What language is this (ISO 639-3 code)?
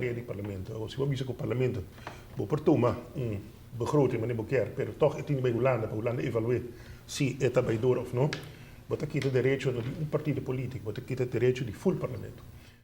pap